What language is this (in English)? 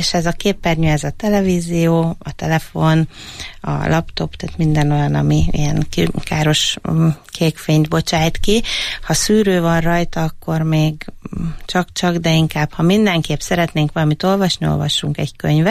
Hungarian